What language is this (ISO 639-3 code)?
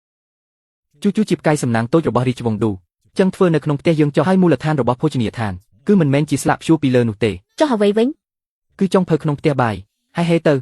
khm